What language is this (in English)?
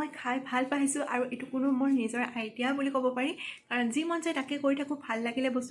Assamese